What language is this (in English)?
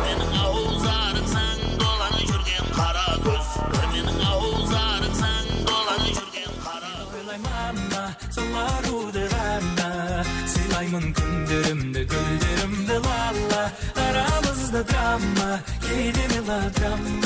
Kara-Kalpak